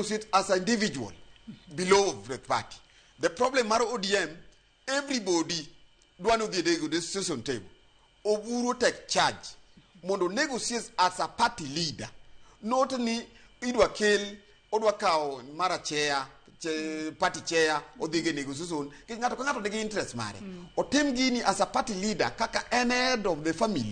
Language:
Luo (Kenya and Tanzania)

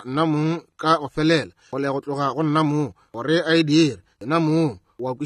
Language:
Northern Sotho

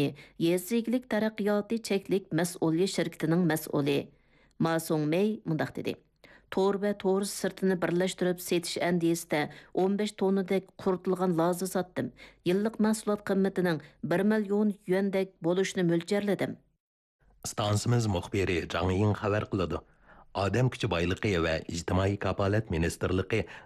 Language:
Uyghur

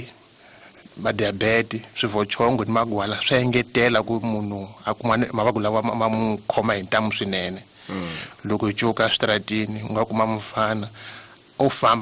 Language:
Tsonga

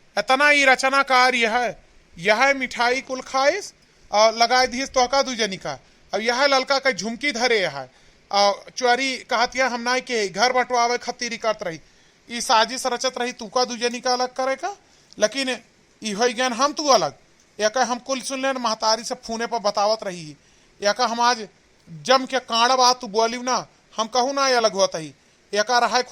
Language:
Awadhi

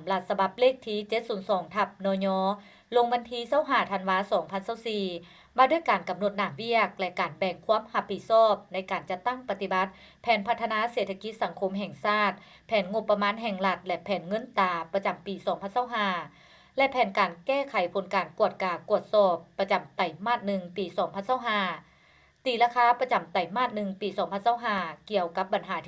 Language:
Lao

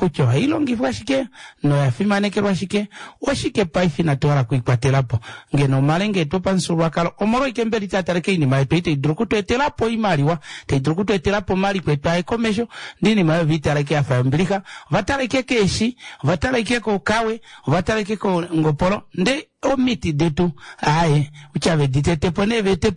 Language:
Kuanyama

